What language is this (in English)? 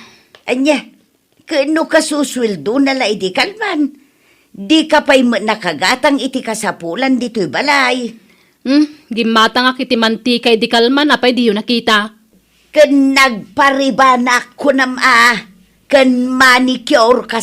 Iloko